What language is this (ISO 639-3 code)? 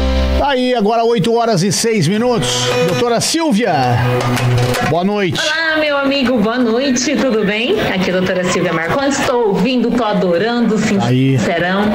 por